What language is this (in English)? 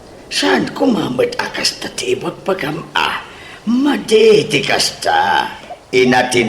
Iloko